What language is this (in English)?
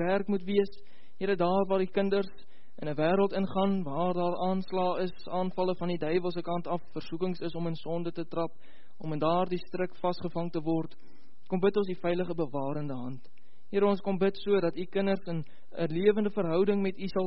Afrikaans